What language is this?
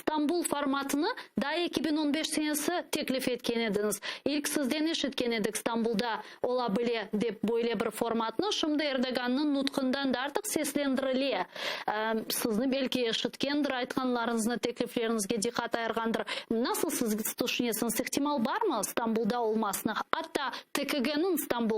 Crimean Tatar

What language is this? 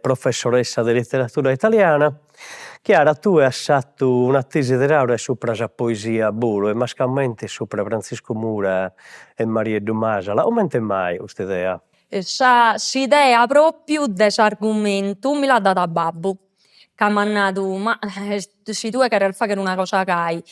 Sardinian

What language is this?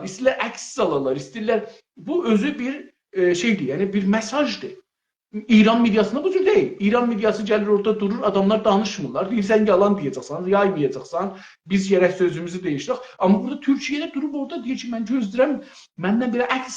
South Azerbaijani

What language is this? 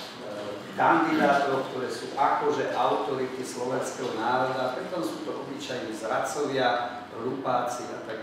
Slovak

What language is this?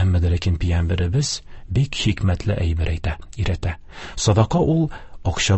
Tatar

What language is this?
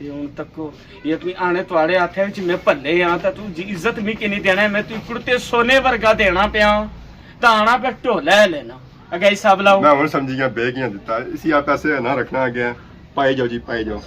Pahari-Potwari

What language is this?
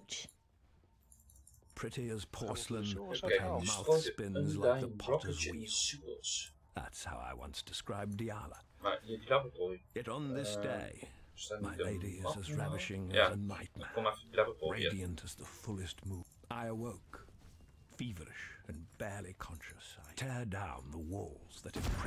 Dutch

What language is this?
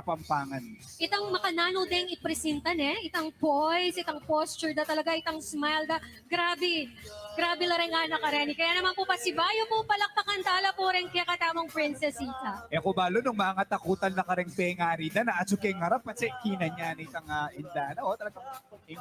Pampanga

